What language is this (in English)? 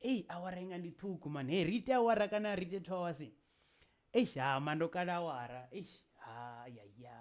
Venda